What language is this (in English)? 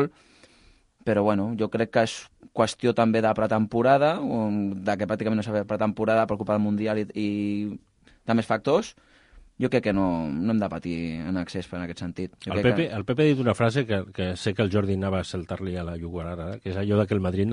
Catalan